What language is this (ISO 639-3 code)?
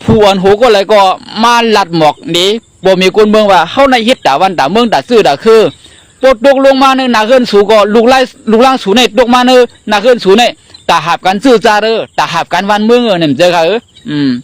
shn